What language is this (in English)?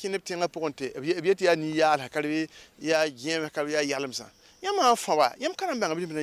Mossi